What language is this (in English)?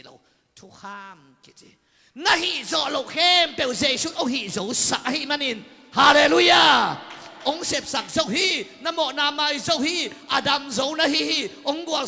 Tedim Chin